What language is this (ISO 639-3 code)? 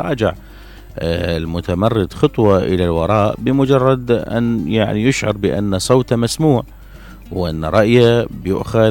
acm